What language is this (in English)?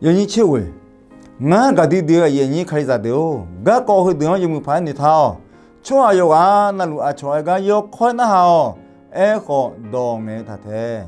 Akha